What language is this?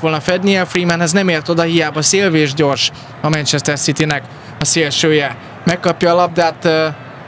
Hungarian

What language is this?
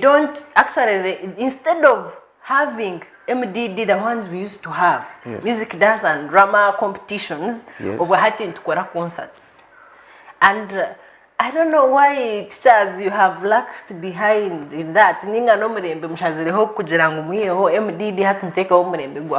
Nyankole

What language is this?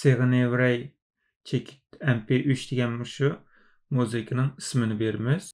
Uyghur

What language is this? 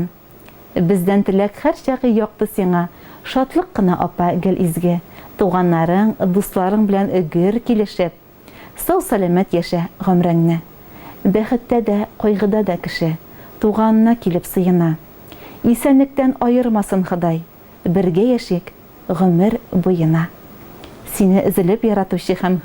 Tatar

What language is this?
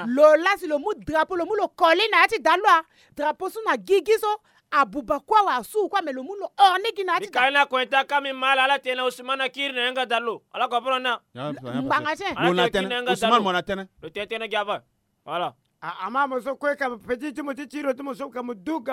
Sango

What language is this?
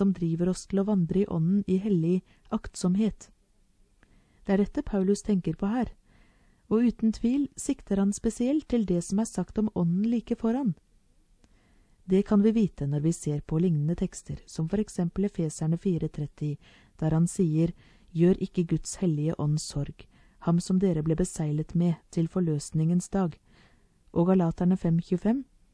Norwegian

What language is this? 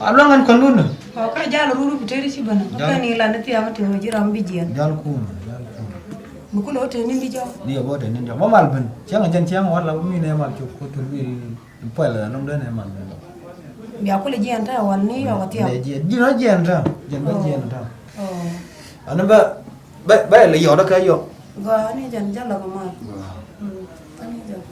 Nuer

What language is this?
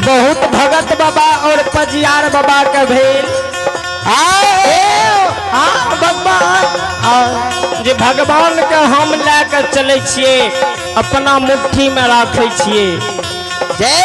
Maithili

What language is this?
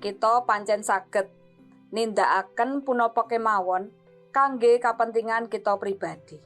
Javanese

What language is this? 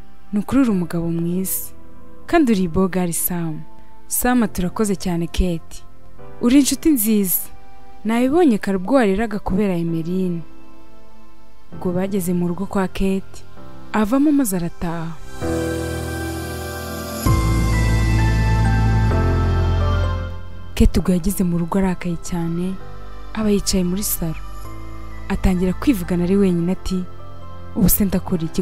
Kinyarwanda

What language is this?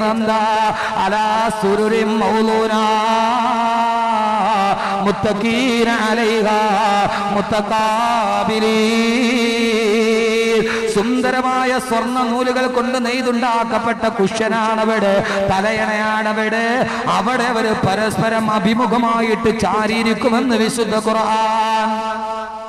Malayalam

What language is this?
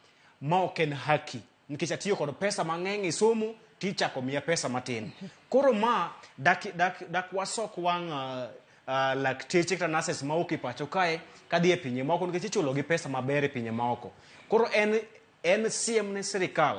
Luo (Kenya and Tanzania)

